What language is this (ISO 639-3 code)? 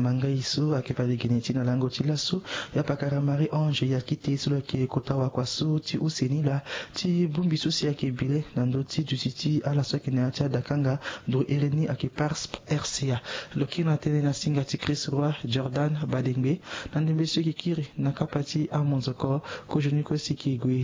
sag